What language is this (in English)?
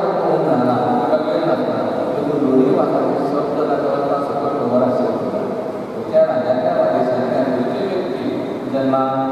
Konkani